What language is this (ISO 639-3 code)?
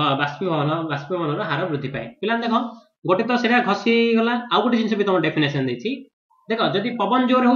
ori